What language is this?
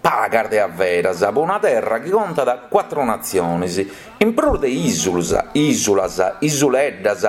Sardinian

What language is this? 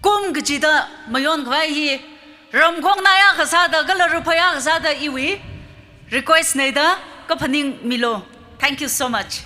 Tangkhul Naga (India)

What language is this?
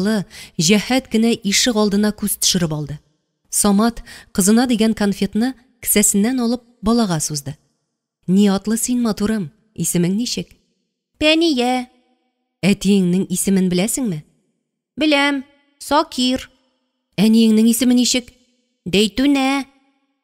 Tatar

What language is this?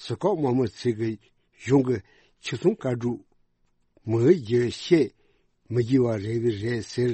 Tibetan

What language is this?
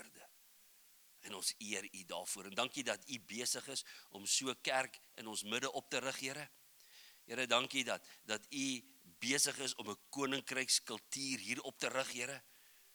Afrikaans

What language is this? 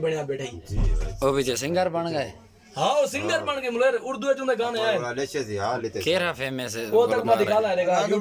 Saraiki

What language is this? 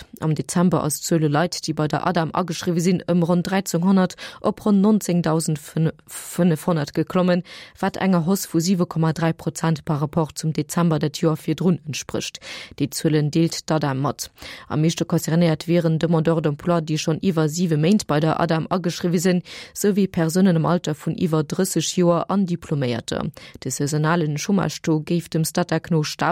Luxembourgish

